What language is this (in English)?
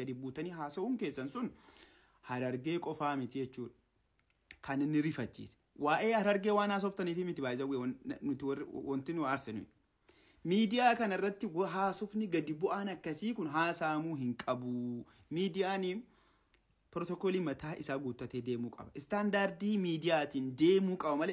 Oromo